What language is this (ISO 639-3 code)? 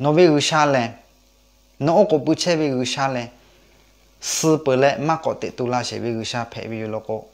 lhu